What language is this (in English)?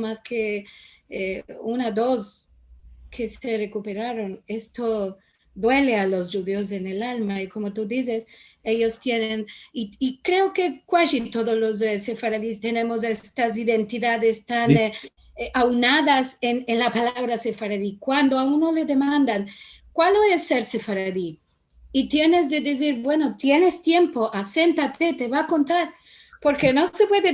Ladino